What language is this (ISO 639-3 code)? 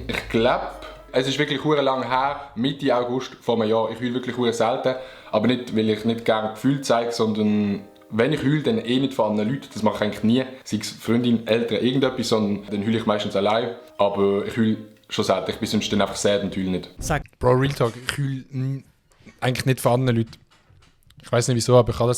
gsw